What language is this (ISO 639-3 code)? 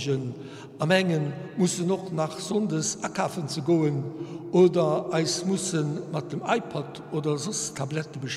ltz